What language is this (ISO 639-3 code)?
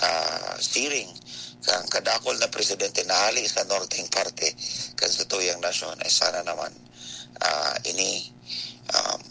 bik